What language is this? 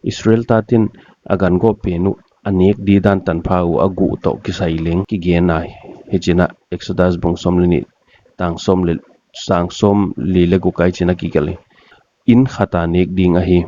Paite Chin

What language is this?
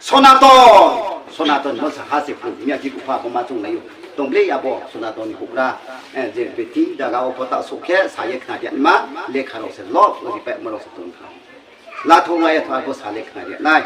Riang (India)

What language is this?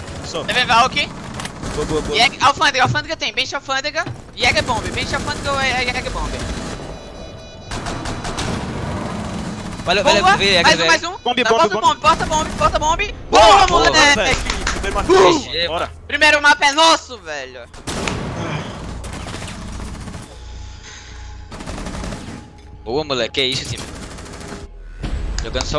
Portuguese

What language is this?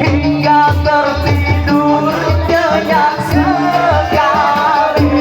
Banjar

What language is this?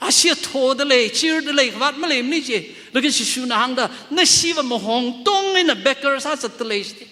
Tangkhul Naga (India)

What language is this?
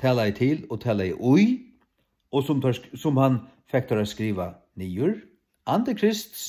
Faroese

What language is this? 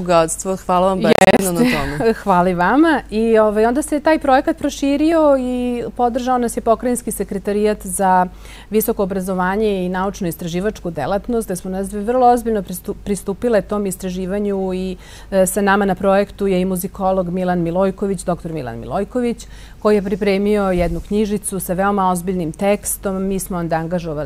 Serbian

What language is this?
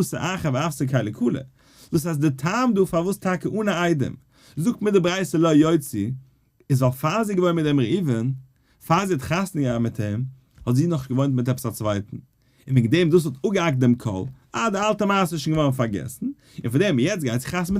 Yiddish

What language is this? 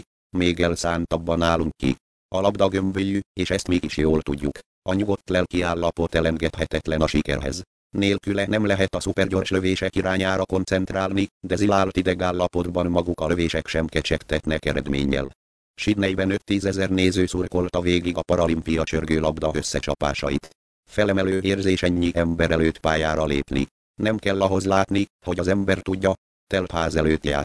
Hungarian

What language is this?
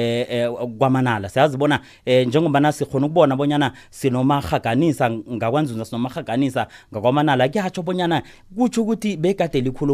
South Ndebele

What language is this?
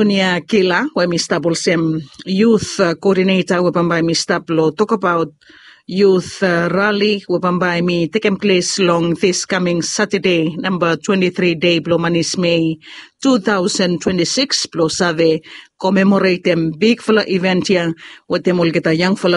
Bislama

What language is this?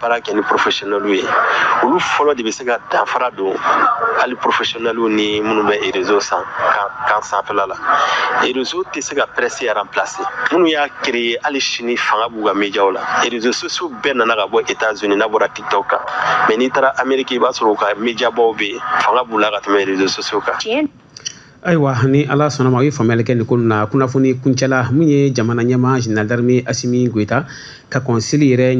Bambara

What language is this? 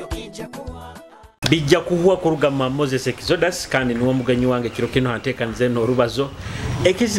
Nyoro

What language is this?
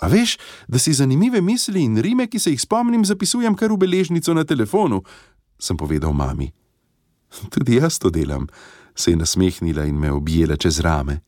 Slovenian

